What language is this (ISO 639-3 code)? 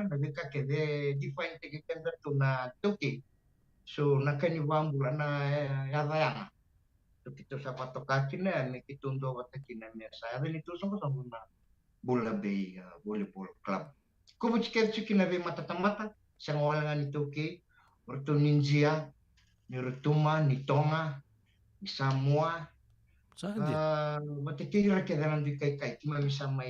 fij